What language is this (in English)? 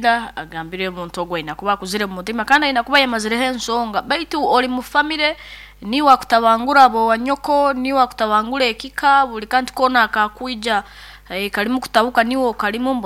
Nyoro